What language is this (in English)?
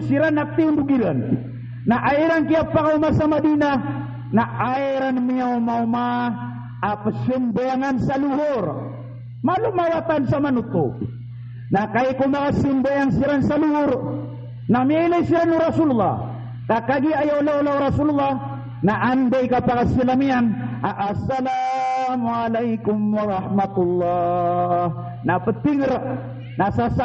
Maranao